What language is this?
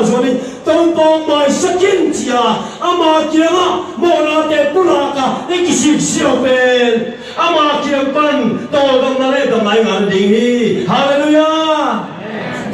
Tedim Chin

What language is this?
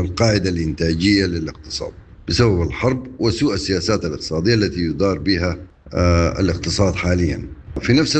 Sudanese Arabic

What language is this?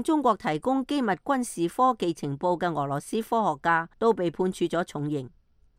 Cantonese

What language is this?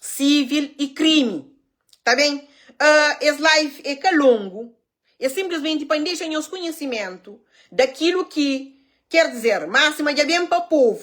Kabuverdianu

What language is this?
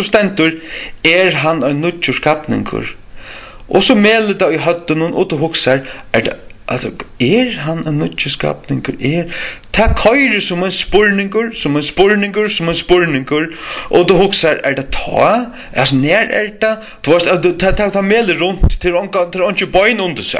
Faroese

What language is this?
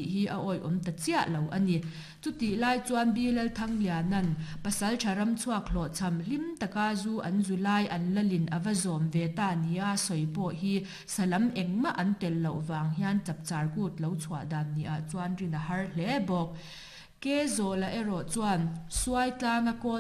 Mizo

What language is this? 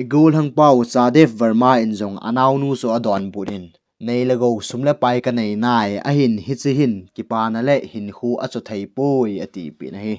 Thado Chin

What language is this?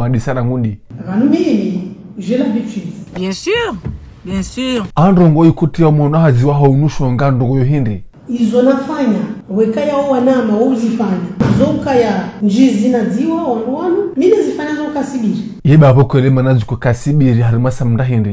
Ngazidja Comorian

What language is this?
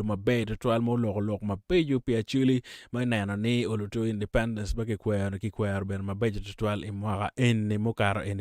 Acoli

